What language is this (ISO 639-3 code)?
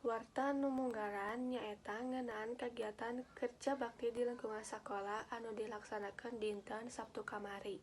sun